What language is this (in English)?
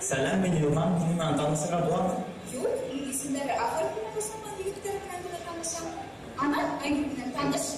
Bashkir